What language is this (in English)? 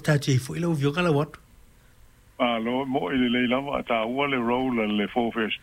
Samoan